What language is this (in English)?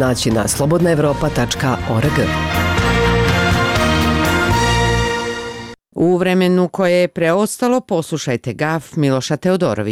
Serbian